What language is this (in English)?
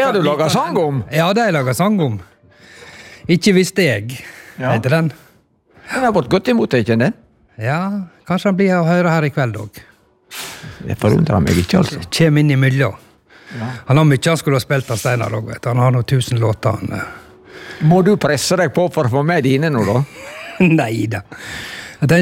Norwegian